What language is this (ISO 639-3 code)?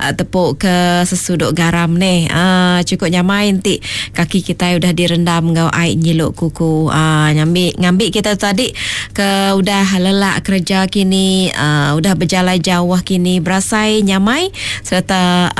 iba